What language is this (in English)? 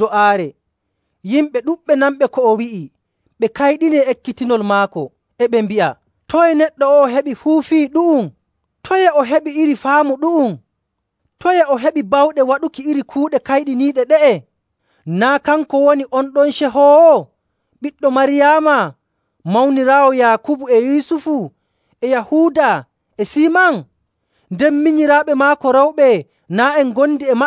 Nigerian Fulfulde